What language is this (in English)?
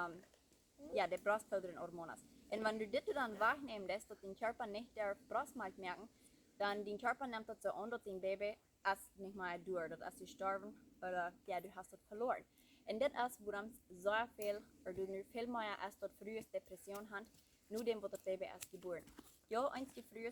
Plautdietsch